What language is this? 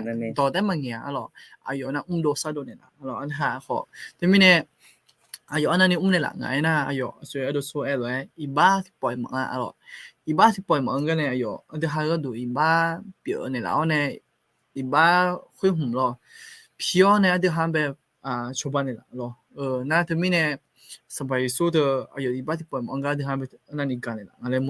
Akha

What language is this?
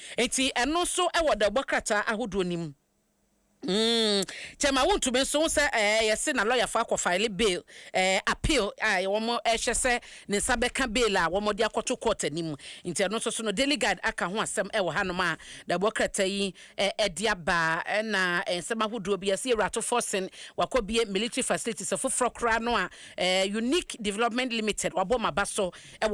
Akan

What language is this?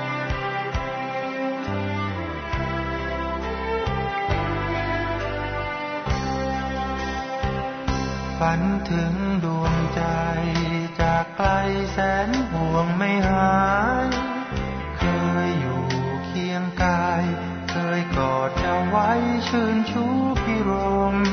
Thai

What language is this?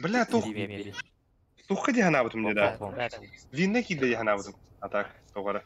Yakut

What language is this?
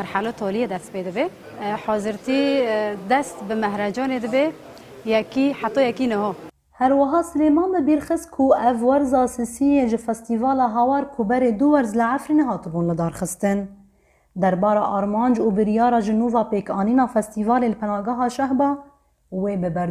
Kurdish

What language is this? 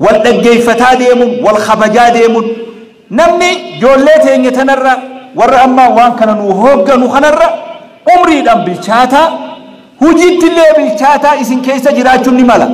Oromo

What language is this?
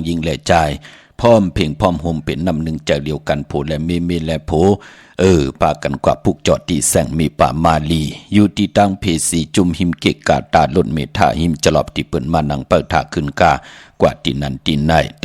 Shan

